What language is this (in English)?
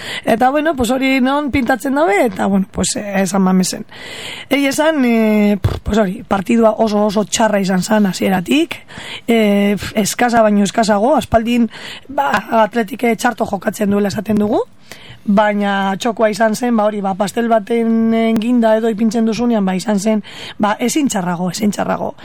Basque